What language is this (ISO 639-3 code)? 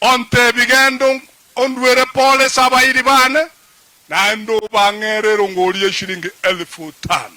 guz